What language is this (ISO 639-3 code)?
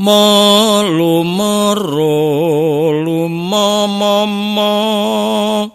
jav